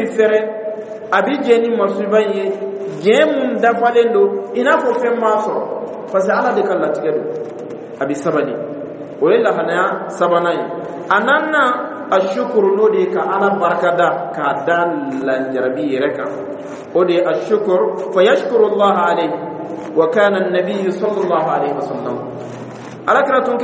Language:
Dyula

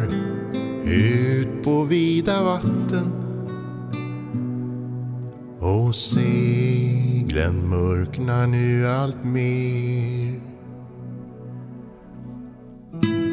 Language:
Swedish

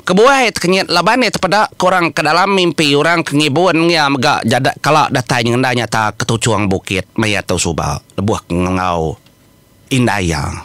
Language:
Iban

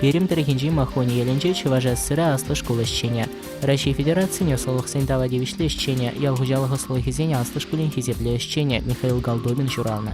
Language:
Chuvash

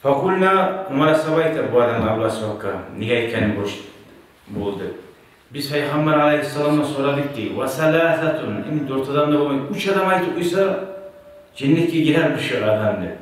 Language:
Kumyk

